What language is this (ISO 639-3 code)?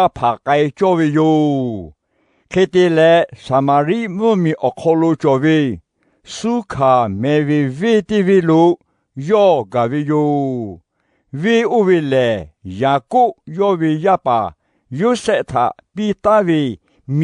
lhu